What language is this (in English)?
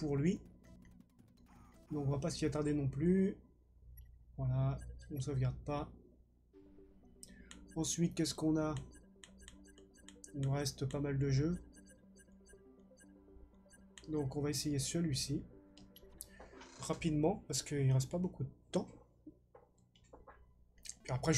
French